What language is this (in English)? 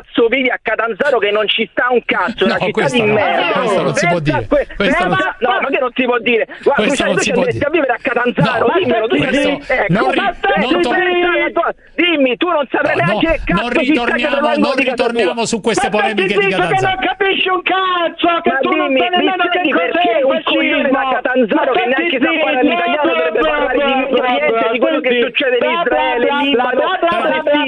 Italian